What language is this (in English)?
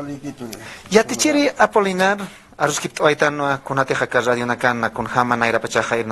Aymara